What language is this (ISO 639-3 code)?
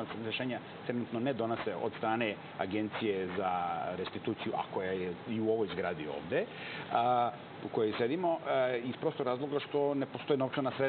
srp